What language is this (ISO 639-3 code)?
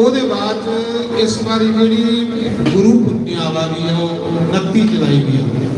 doi